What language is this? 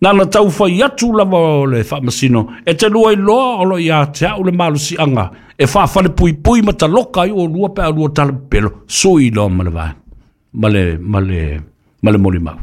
Samoan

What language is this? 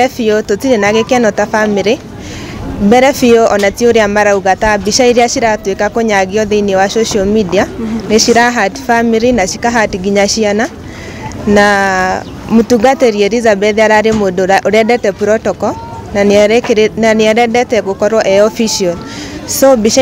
Kikuyu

